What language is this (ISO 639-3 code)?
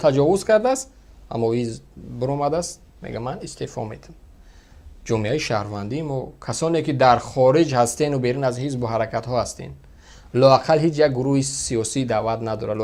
tgk